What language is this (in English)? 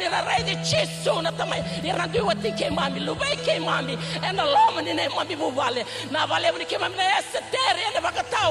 Fijian